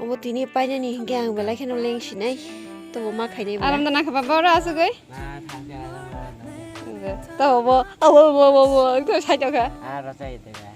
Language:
Kok Borok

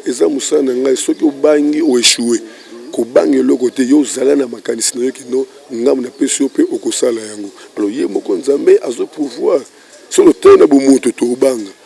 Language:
Lingala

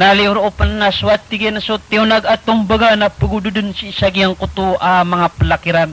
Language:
Maranao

